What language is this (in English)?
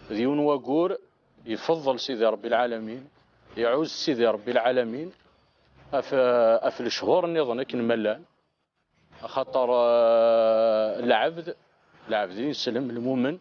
Kabyle